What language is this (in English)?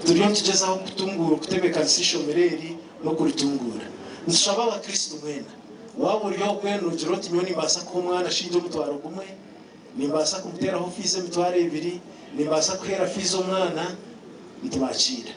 Nyankole